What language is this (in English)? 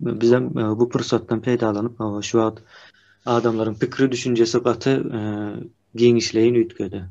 Turkmen